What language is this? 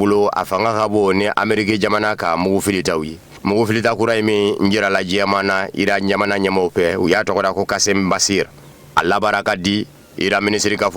Bambara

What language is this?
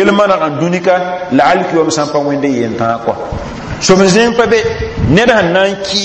Mossi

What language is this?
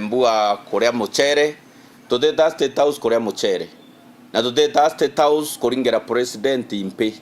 Meru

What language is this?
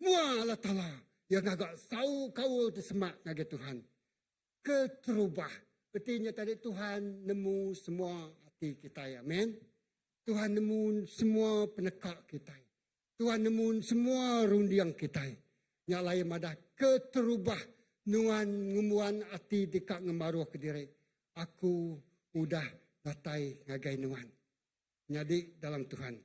Iban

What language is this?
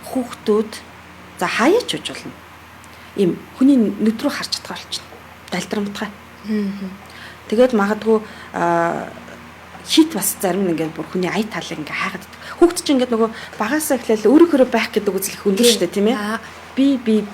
Mongolian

